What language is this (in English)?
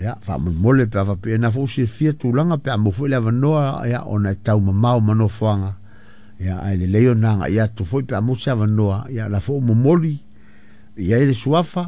Samoan